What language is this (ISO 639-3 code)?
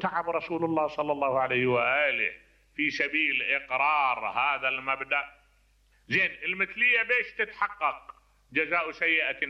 acm